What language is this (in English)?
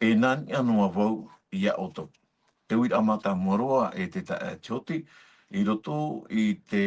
Tahitian